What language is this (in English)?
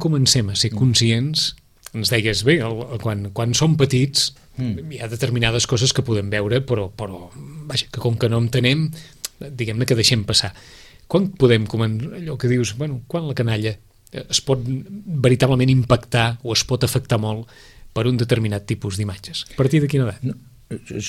Catalan